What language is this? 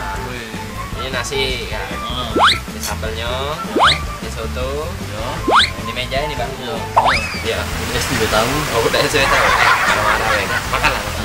Musi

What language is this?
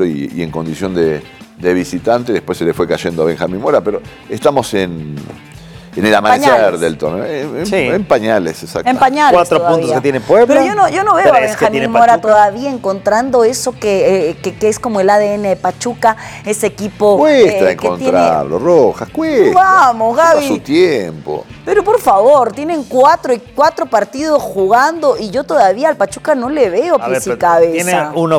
Spanish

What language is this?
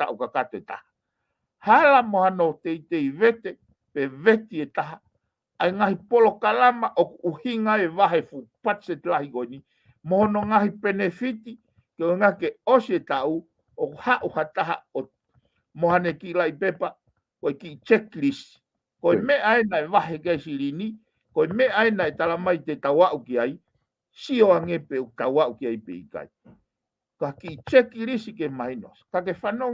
Tongan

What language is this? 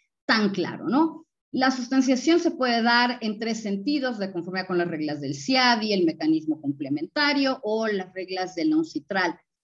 Spanish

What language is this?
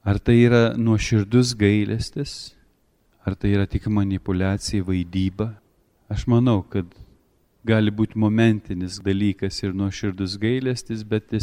Lithuanian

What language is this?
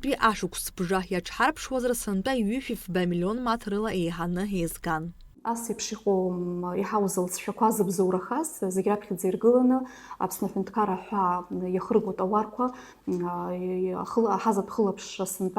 Abkhazian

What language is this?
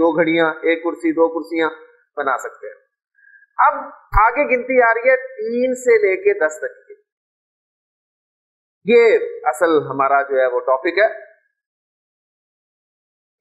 Urdu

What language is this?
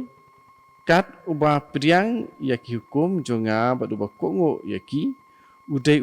Khasi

